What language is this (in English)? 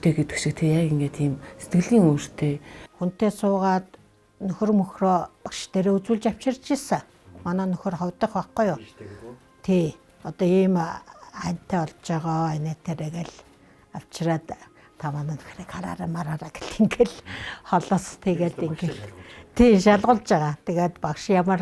Mongolian